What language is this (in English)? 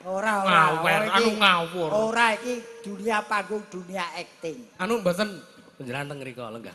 Javanese